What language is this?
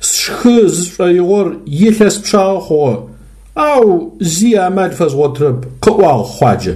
Adyghe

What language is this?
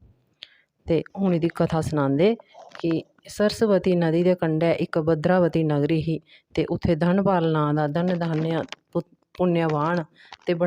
Dogri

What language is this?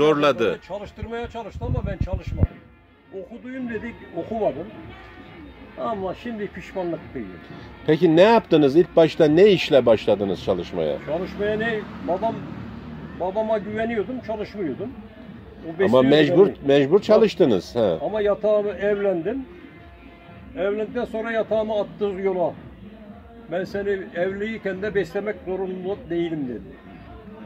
Turkish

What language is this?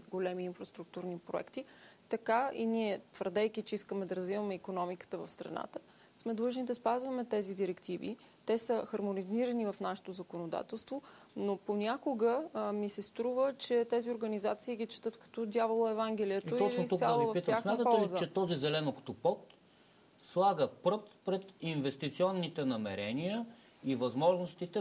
Bulgarian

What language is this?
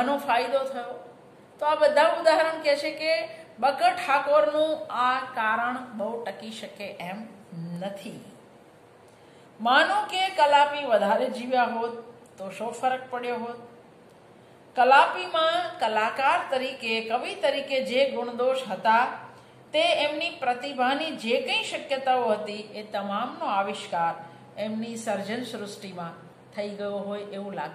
Gujarati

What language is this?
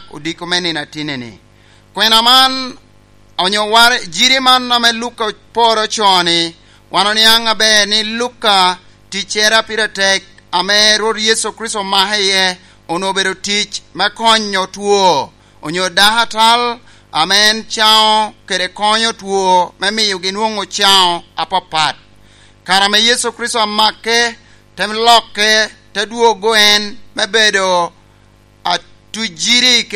Lango (Uganda)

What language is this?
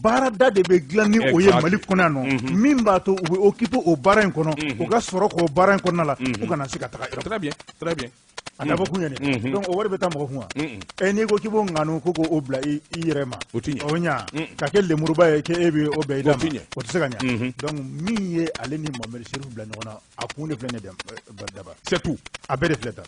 Bambara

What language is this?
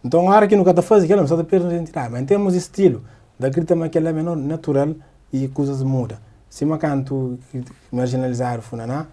Kabuverdianu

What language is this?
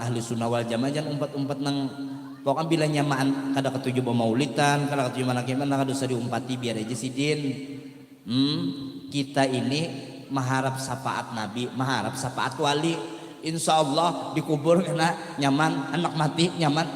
Banjar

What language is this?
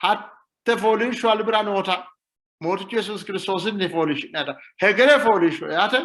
Sidamo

